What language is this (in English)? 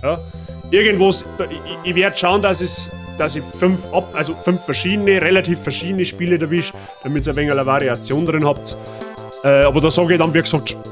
Bavarian